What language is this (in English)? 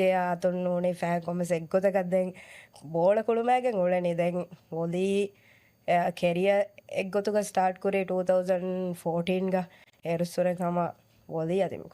Divehi